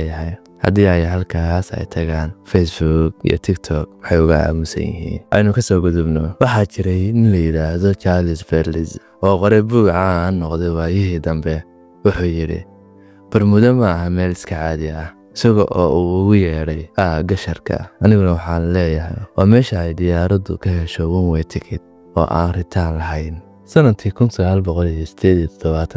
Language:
Somali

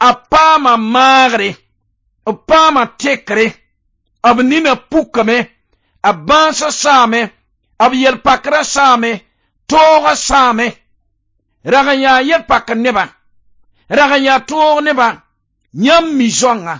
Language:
Mossi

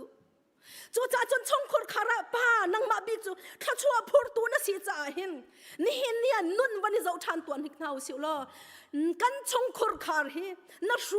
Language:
Hakha Chin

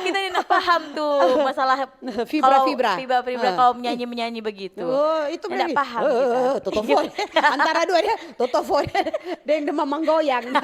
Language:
Manado Malay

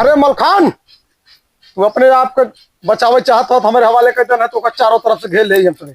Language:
Awadhi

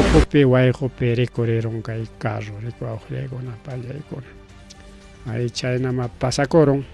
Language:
Ayacucho Quechua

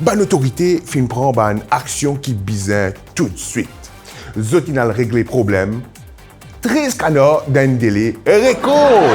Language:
Morisyen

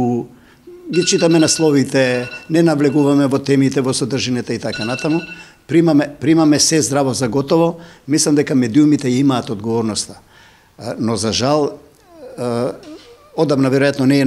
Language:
Macedonian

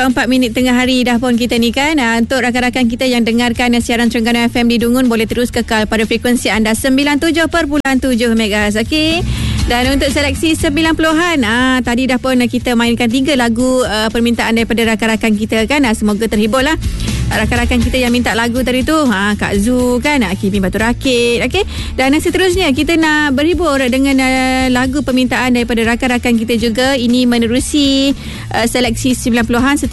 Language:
Malay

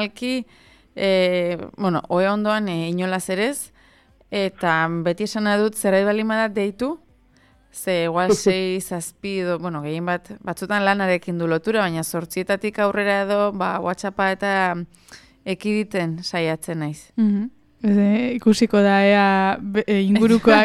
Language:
Basque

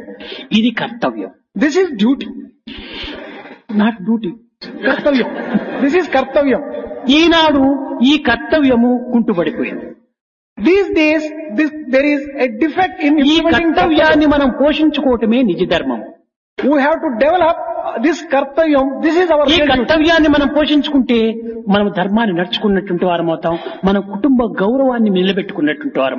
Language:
Telugu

